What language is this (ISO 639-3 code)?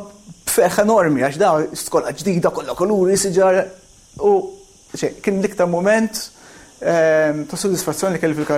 mlt